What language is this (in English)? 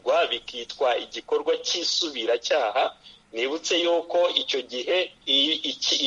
Kinyarwanda